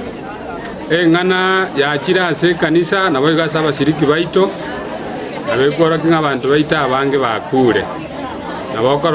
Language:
Gusii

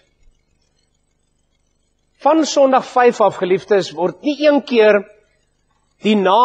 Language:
Afrikaans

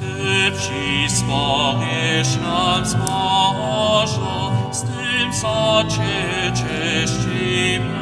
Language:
Upper Sorbian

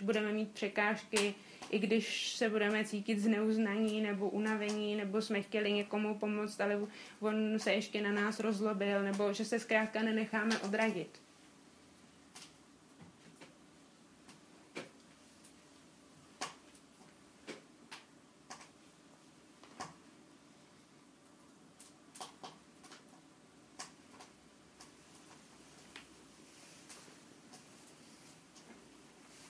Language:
Czech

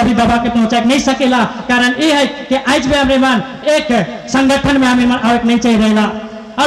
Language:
Sadri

